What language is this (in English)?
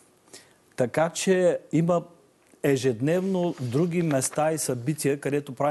Bulgarian